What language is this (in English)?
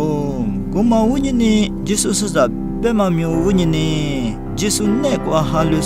Lisu